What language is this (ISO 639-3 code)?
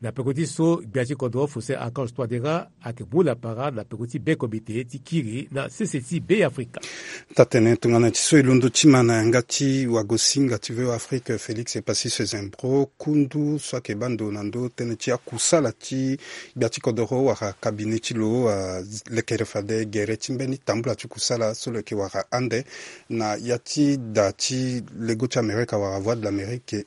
sag